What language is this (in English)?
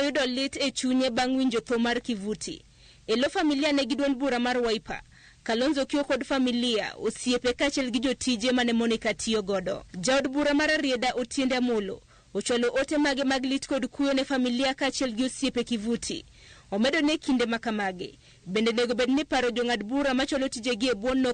Luo (Kenya and Tanzania)